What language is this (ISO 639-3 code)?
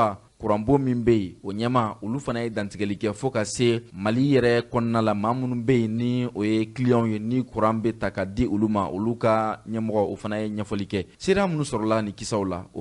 bam